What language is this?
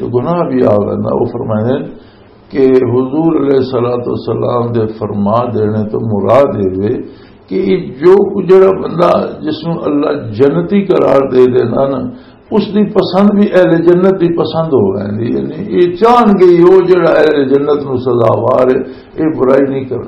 Western Panjabi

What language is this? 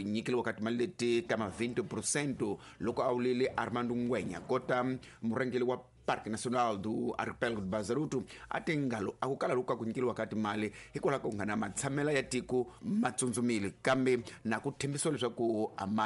Tsonga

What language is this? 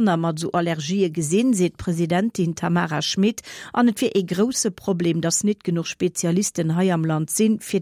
Luxembourgish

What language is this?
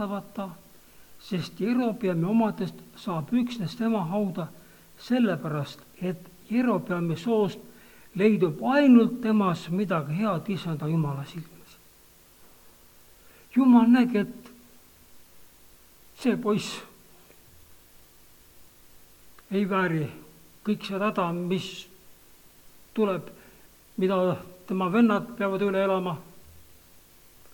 Estonian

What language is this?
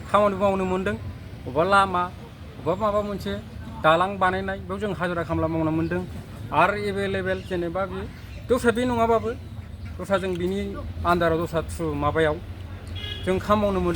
Bodo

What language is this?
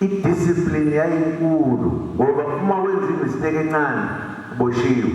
Zulu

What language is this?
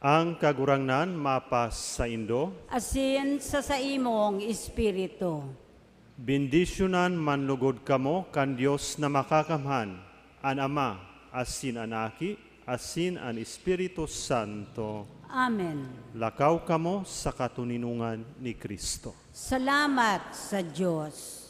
Bikol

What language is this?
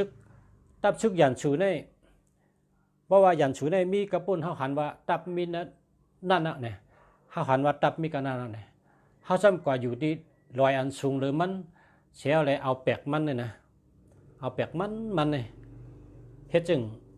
Shan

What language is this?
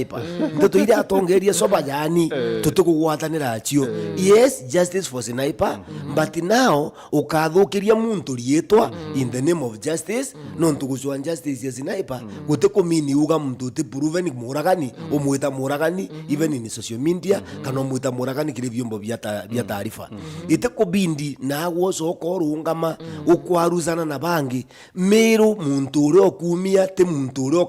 Meru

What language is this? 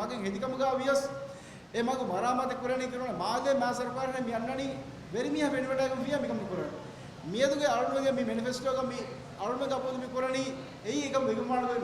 Divehi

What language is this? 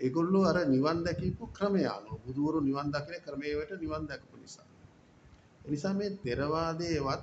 Sinhala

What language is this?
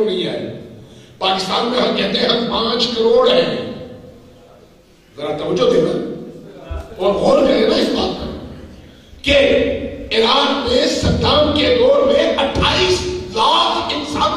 Urdu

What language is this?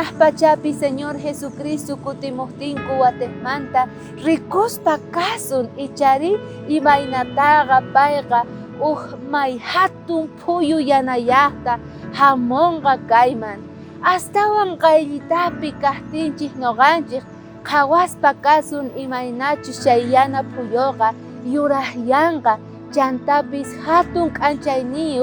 South Bolivian Quechua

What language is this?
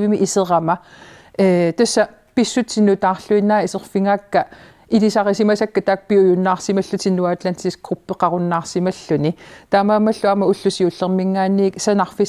Kalaallisut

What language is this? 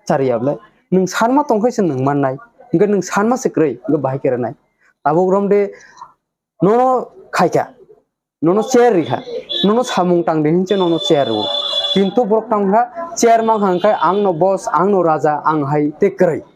Kok Borok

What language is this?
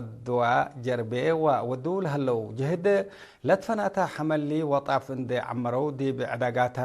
Tigre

